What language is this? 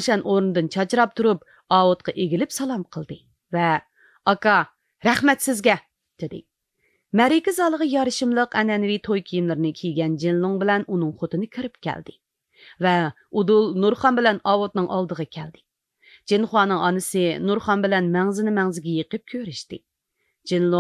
Uyghur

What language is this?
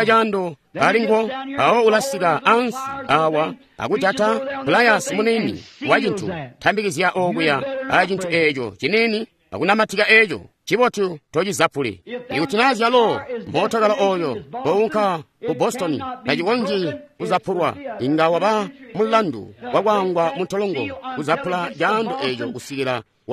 Tonga (Zambia)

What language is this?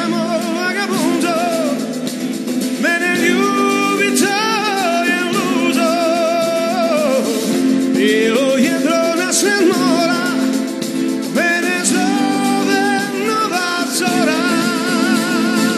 Croatian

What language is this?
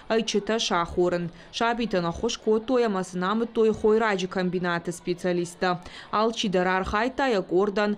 Ossetic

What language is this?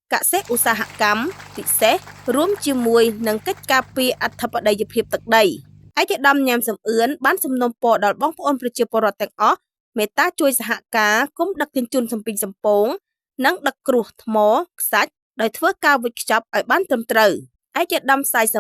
Khmer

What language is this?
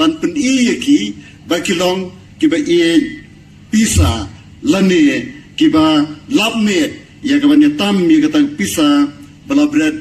Khasi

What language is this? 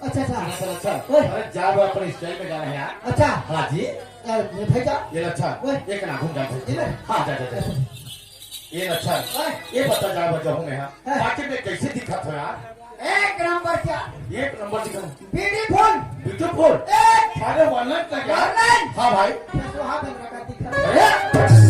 Chhattisgarhi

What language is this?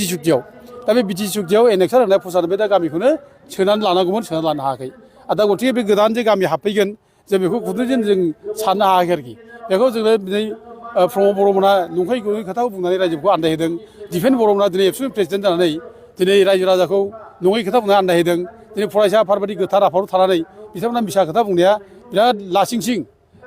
Bodo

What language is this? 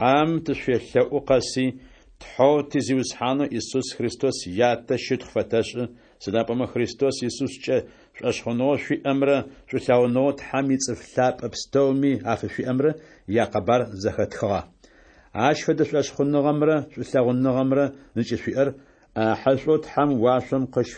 Adyghe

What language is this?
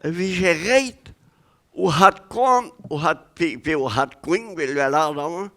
Breton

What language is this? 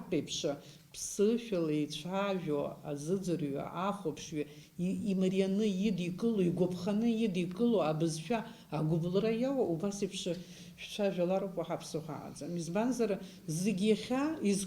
Abkhazian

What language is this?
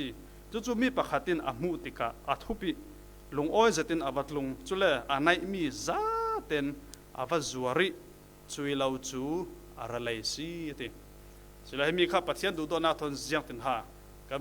Falam Chin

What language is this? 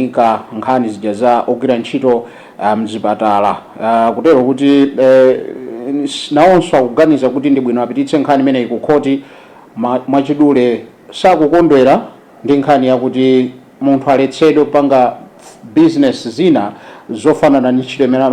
Nyanja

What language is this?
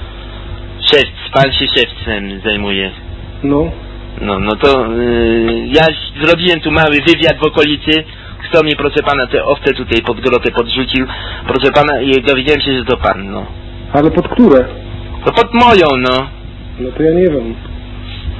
Polish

